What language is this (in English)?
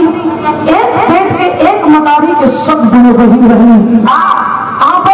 Bhojpuri